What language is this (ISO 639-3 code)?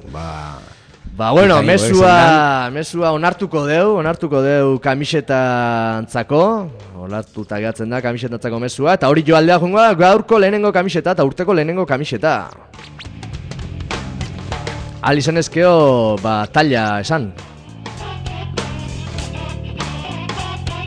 eus